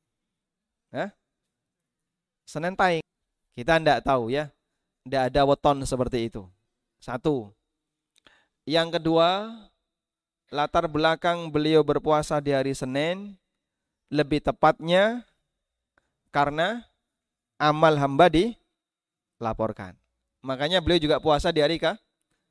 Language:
Indonesian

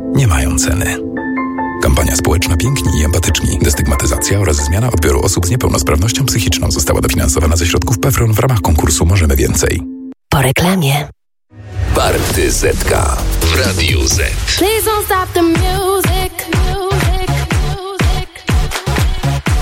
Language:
Polish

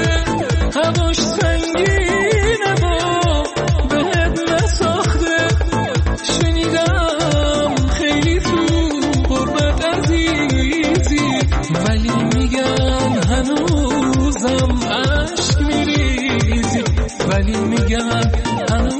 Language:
Persian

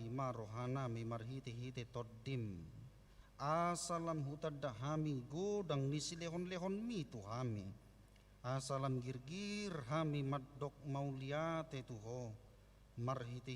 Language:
Batak Toba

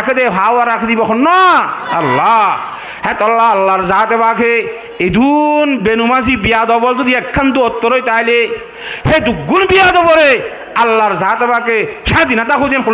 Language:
Rohingya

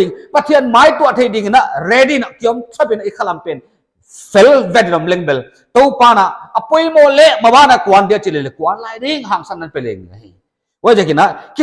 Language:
Paite Chin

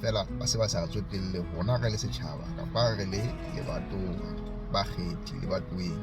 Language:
Southern Sotho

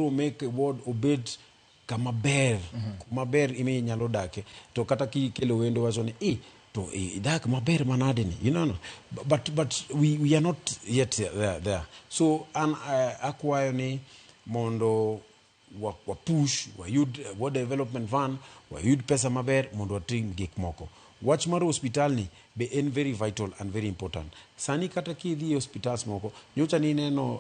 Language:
Luo (Kenya and Tanzania)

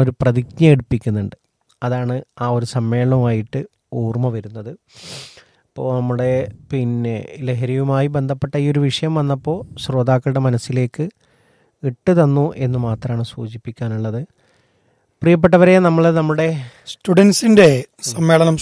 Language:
Malayalam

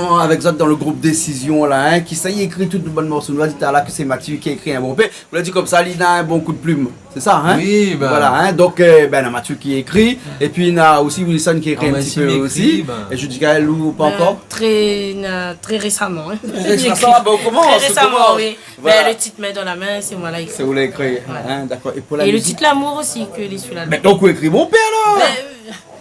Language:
Réunion Creole French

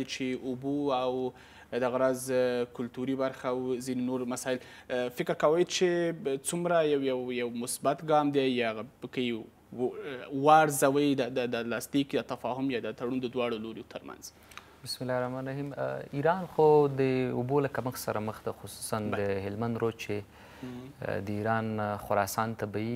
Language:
Pashto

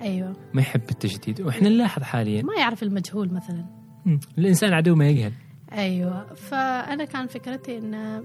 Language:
Gulf Arabic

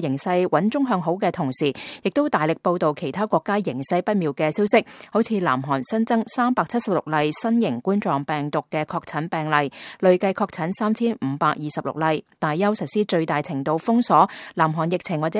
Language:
Cantonese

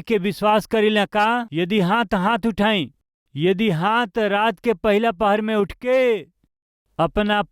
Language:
Bhojpuri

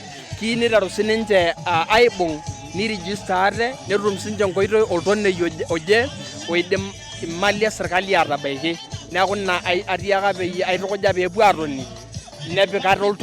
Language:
Masai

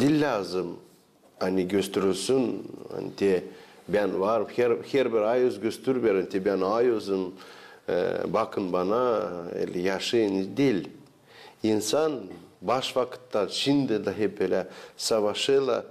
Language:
Gagauz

